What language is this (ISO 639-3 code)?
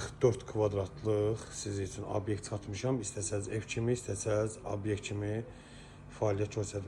aze